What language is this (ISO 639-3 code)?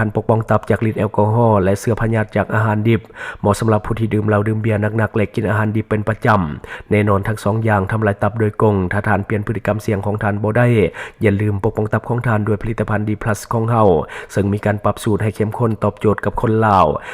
lao